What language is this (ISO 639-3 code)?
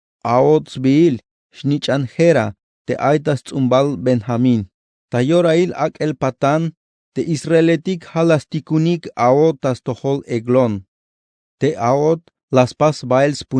tzh